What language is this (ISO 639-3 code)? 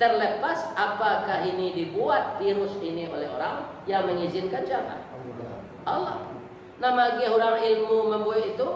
min